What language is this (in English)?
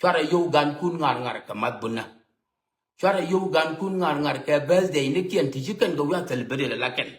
Nuer